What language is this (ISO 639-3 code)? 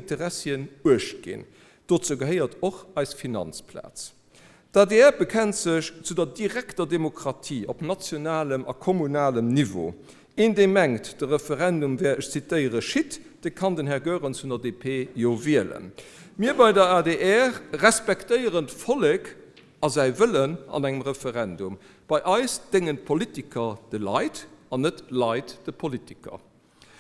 ltz